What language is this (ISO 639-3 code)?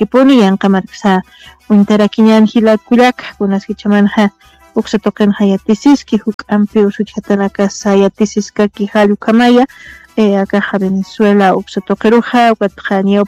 aym